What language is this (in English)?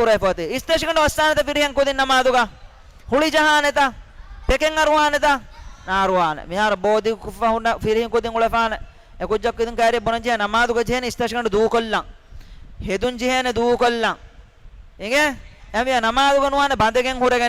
Divehi